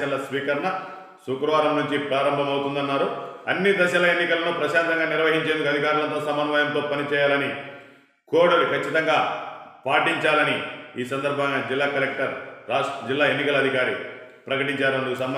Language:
Telugu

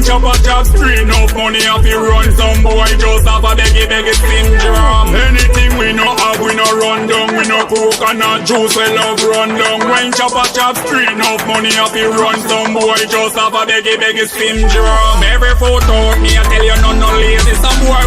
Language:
Jamaican Creole English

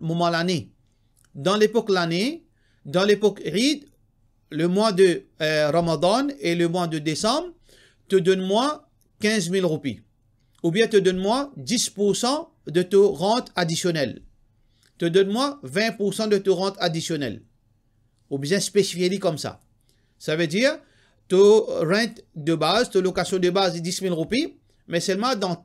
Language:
Morisyen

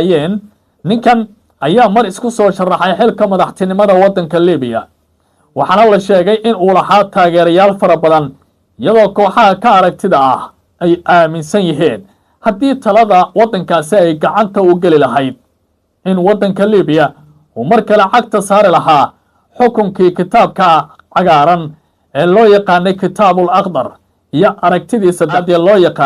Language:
Somali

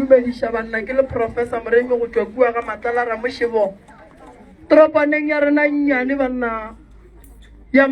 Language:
Northern Sotho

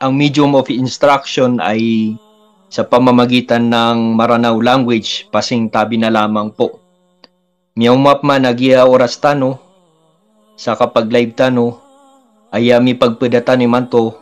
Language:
Maranao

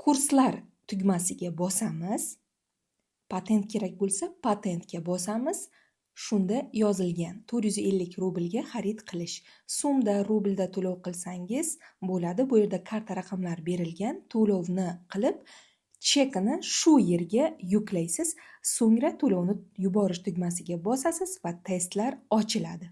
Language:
Uzbek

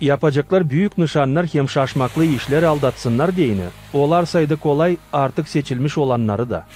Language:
Gagauz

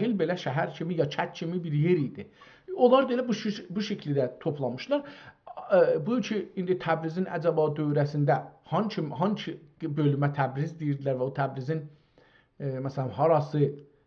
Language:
South Azerbaijani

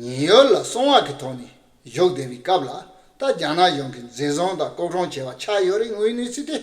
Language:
Tibetan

